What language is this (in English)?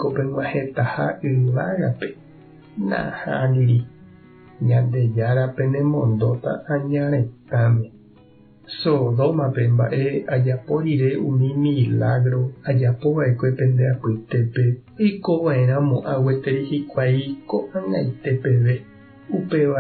Guarani